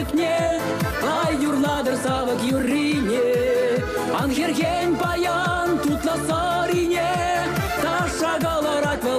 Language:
Chuvash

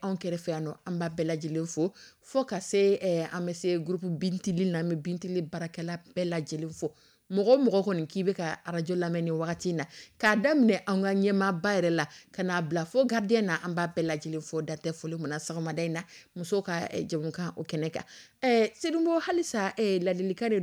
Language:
Dyula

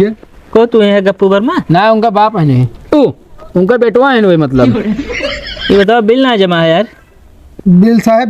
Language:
Awadhi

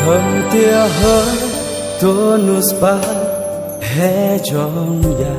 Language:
Central Mnong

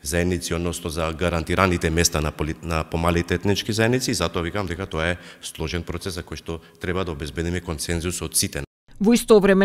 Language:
Macedonian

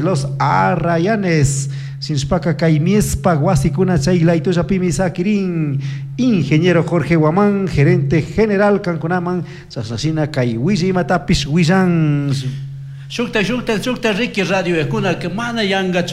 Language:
Chimborazo Highland Quichua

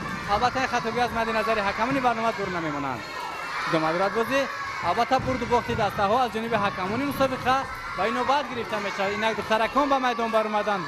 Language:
Tajik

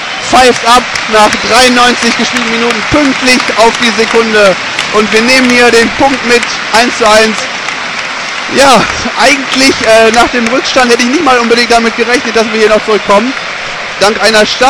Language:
German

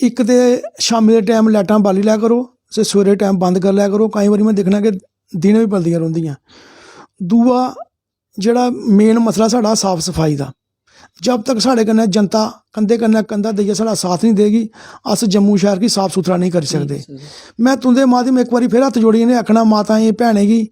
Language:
Dogri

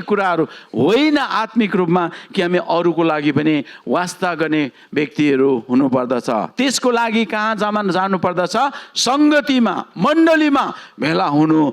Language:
Nepali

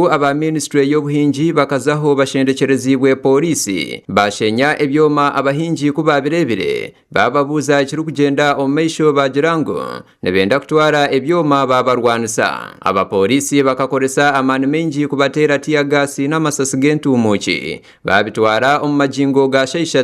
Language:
Nyankole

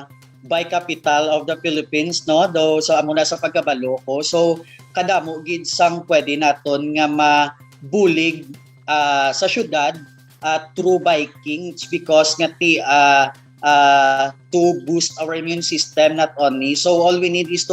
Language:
Hiligaynon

